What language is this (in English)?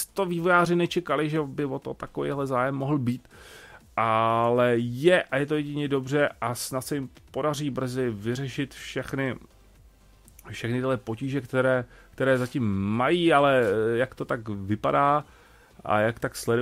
Czech